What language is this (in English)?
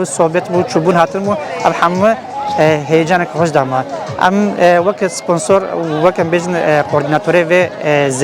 Kurdish